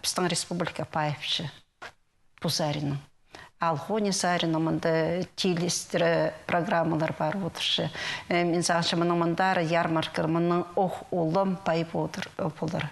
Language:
Khakas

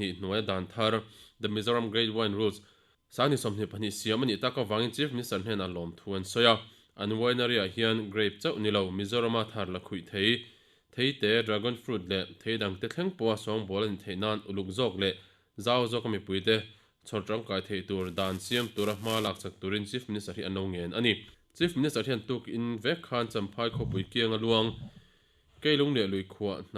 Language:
Mizo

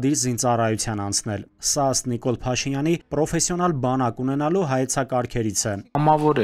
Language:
Armenian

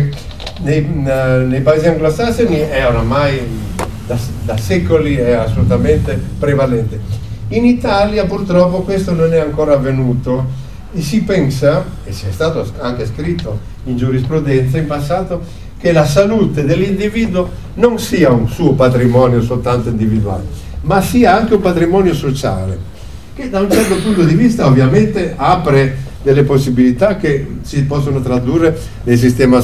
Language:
Italian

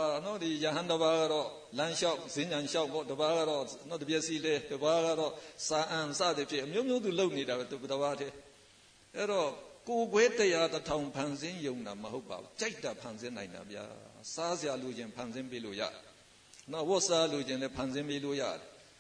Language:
Burmese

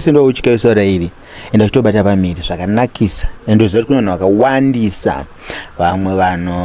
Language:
Shona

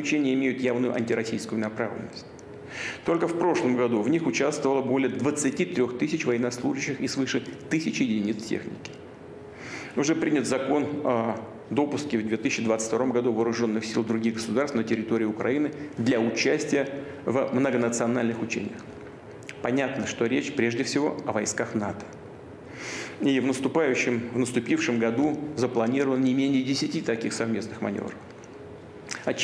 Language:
Russian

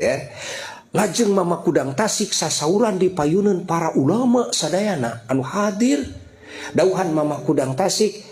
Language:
Sundanese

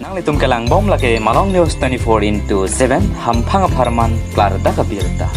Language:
Karbi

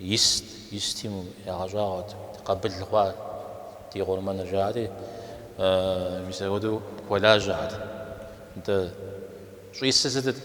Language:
Kabardian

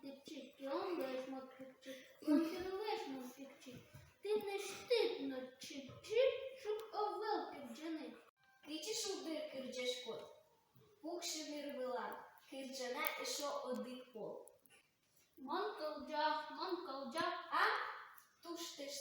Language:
Udmurt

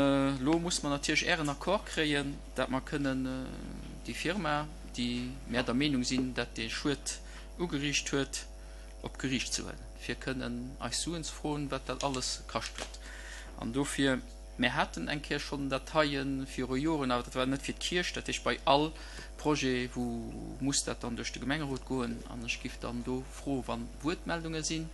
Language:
Luxembourgish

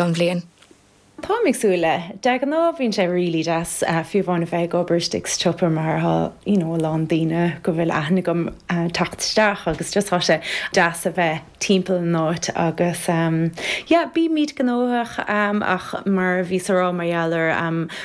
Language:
Irish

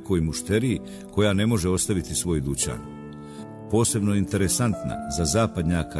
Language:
Bosnian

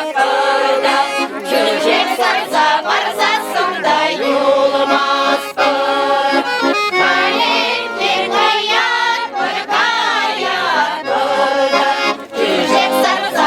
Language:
Chuvash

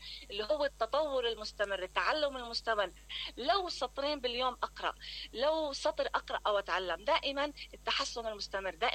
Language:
Mesopotamian Arabic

